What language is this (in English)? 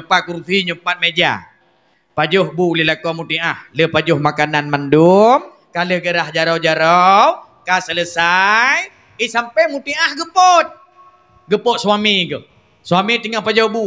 Achinese